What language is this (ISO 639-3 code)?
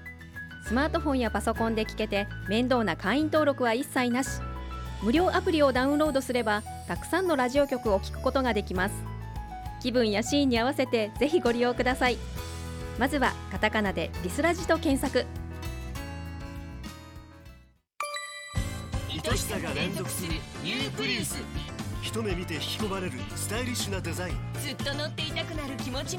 jpn